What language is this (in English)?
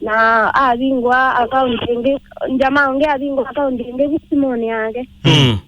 Kamba